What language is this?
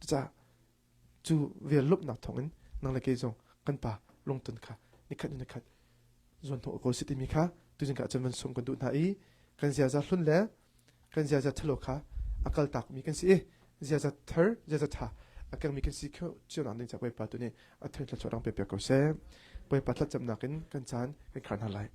Hakha Chin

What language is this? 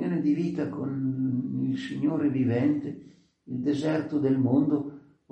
Italian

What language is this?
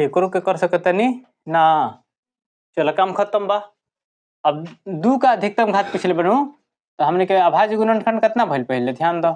Bhojpuri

